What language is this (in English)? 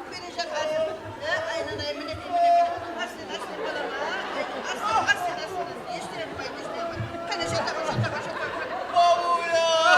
Kara-Kalpak